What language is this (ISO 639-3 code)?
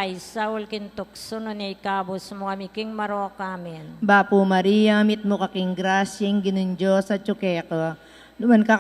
pam